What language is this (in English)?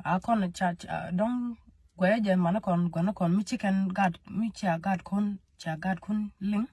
Nuer